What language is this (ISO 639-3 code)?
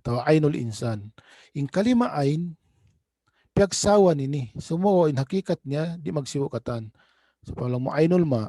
tsg